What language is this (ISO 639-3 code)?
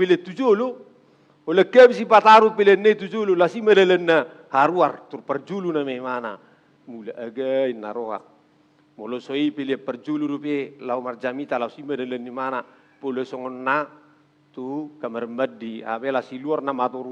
bbc